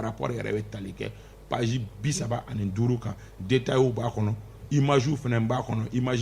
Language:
Bambara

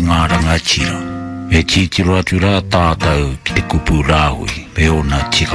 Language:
Māori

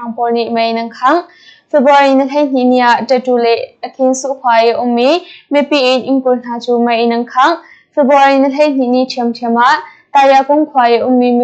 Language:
Hakha Chin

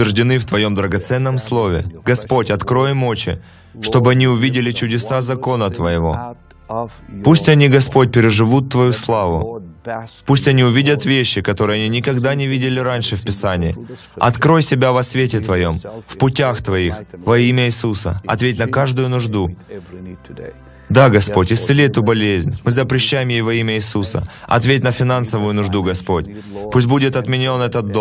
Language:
Russian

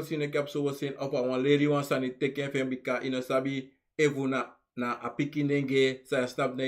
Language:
Sranan Tongo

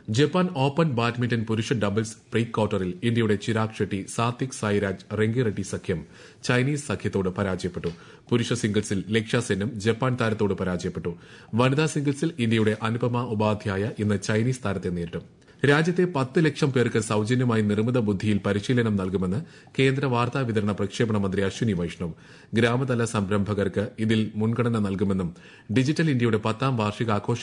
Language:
Malayalam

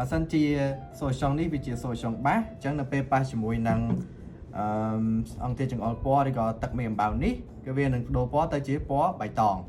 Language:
Khmer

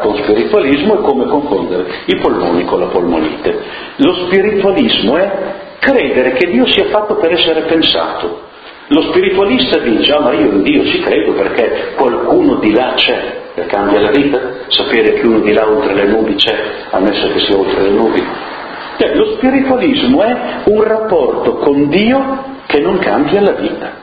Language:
Italian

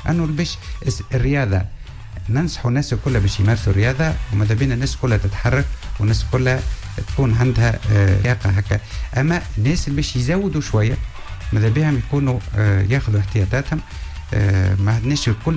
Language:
Tunisian Arabic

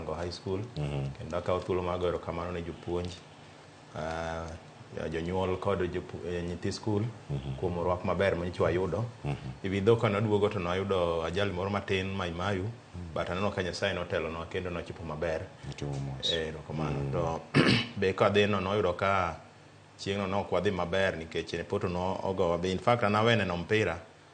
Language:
Luo (Kenya and Tanzania)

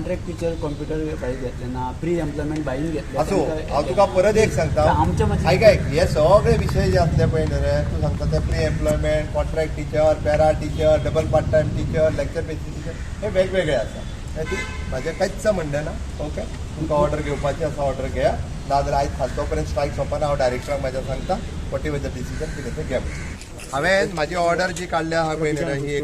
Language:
Konkani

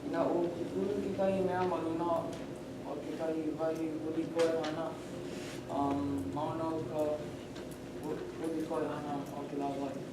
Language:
Hawaiian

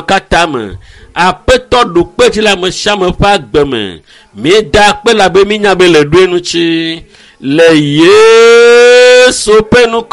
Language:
Ewe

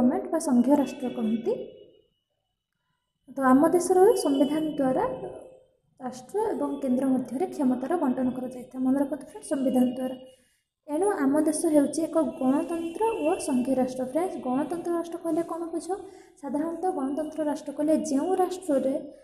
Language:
Odia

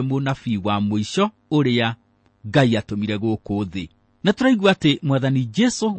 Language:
Kikuyu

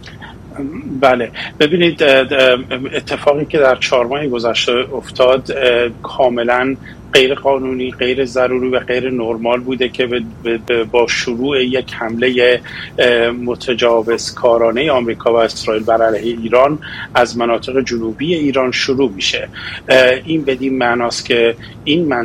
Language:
Persian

